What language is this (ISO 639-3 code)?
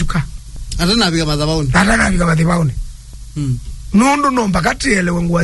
kam